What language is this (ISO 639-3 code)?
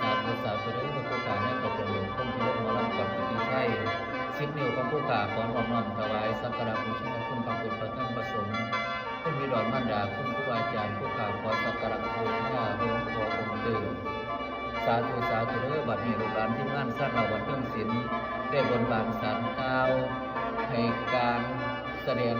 tts